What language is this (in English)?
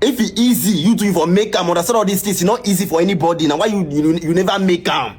Nigerian Pidgin